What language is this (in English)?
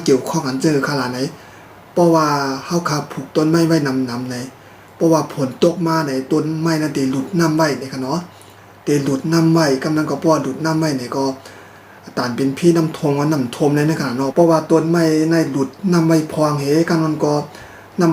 Shan